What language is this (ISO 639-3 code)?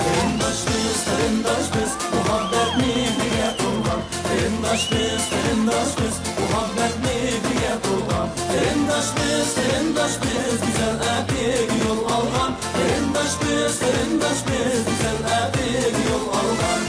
uig